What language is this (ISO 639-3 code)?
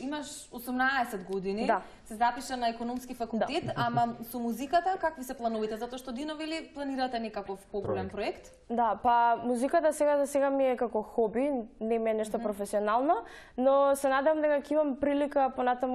mkd